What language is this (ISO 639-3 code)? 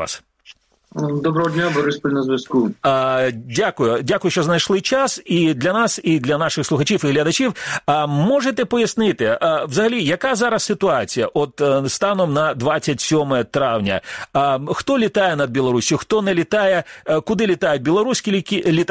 ukr